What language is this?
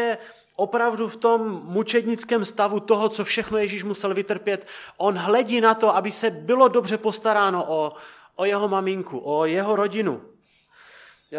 Czech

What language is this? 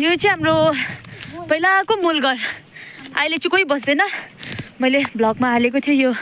Nepali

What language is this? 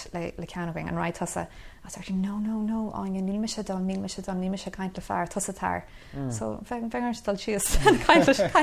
Irish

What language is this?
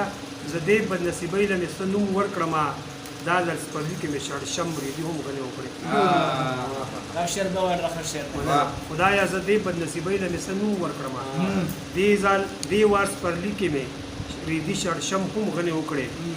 Pashto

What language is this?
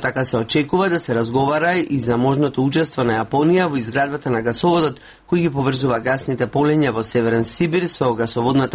Macedonian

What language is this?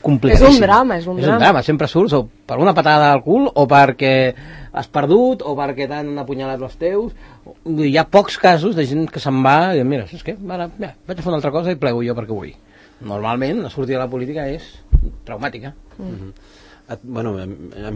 Catalan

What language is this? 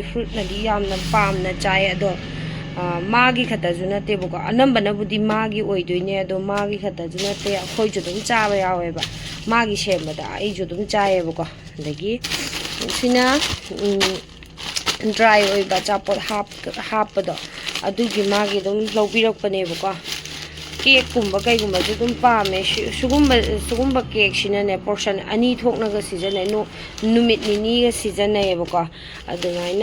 Manipuri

